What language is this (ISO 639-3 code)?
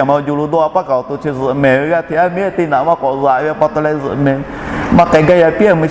lhu